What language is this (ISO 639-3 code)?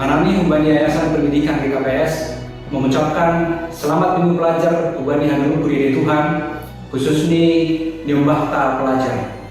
bts